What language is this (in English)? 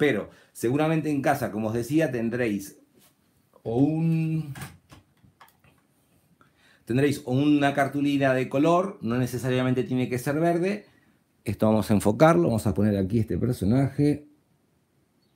Spanish